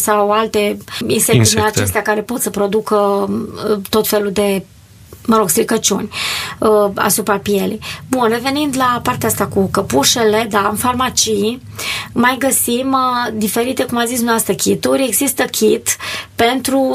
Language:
Romanian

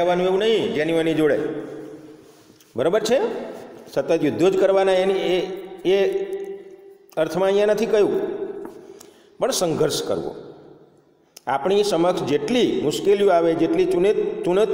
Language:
Gujarati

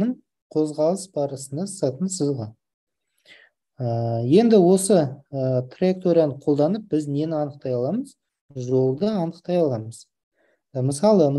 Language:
Kazakh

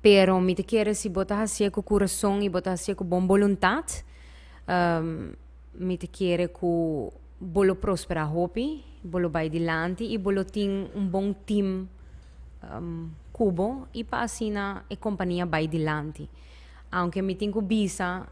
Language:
Papiamento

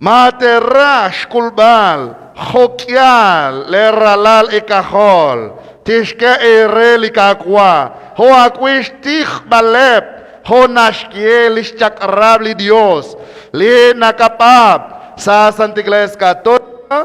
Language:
Kekchí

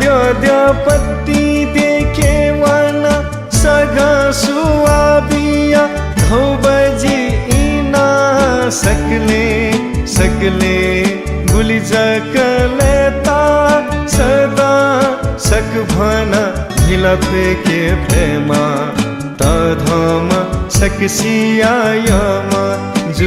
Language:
Newari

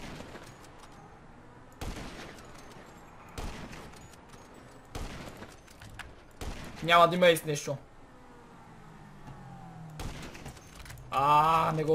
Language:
Bulgarian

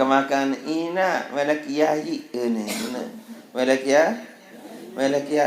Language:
Sasak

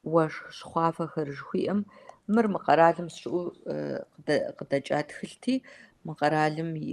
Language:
Kabardian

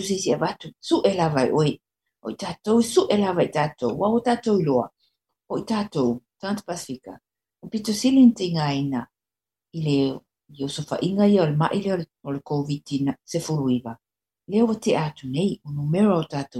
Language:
Samoan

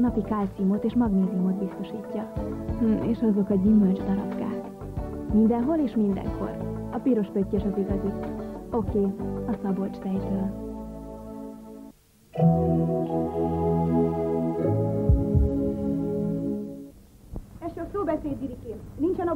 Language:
Hungarian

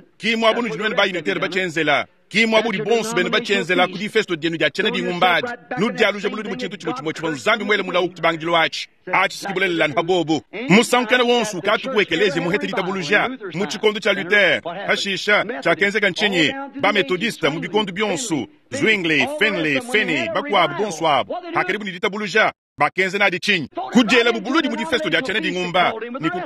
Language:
Luba-Lulua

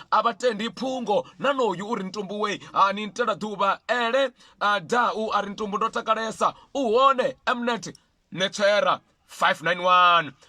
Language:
Venda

